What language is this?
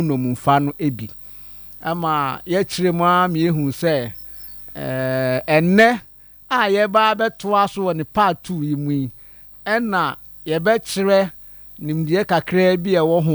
Akan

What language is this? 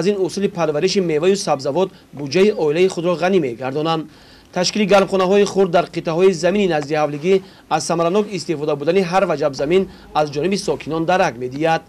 Tajik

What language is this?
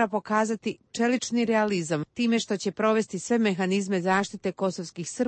Serbian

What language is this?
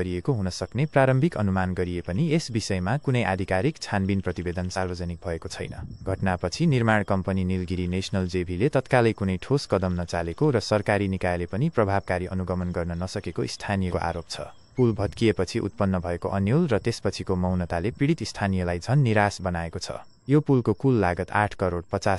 Nepali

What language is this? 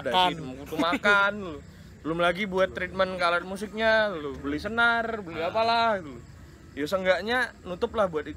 Indonesian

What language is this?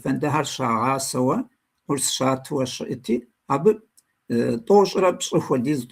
Kabardian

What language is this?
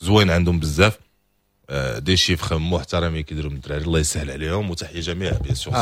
Moroccan Arabic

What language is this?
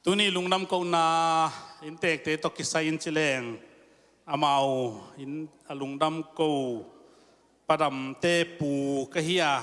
Tedim Chin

